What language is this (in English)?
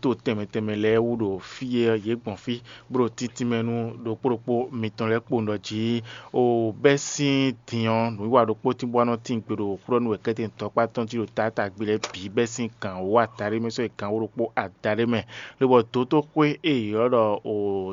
Fon